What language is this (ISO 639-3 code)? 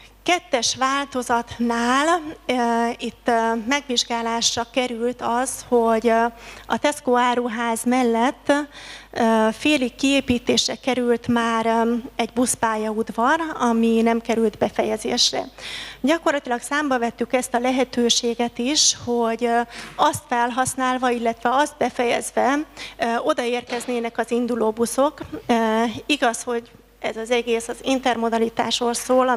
hun